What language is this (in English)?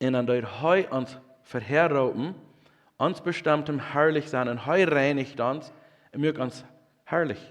Plautdietsch